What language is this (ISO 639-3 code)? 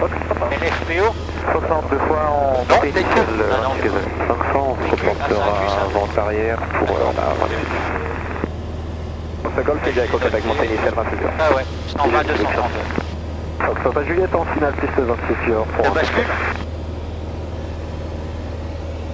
fra